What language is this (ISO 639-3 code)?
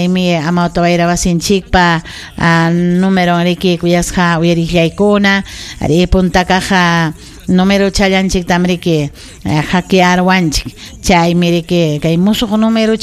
quy